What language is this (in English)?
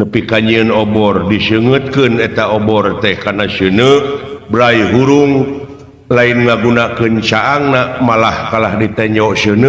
Sundanese